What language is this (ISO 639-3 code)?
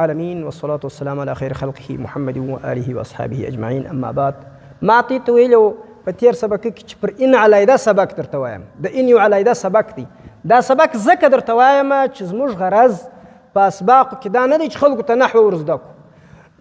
pus